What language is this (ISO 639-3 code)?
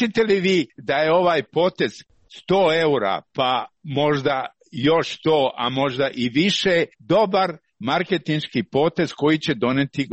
srp